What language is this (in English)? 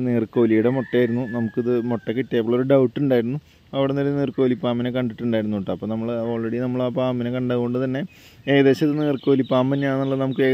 Malayalam